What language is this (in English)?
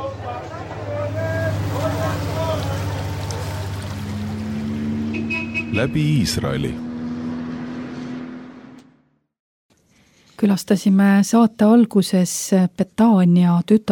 Estonian